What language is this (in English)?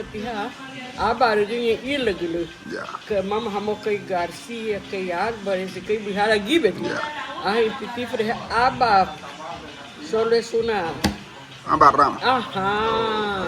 Garifuna